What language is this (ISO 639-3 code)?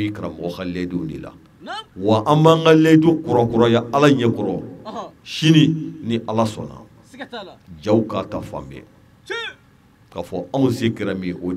bam